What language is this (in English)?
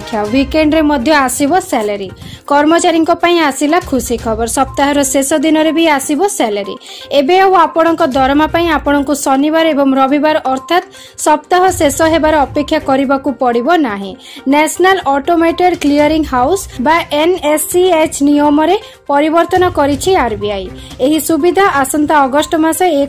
Odia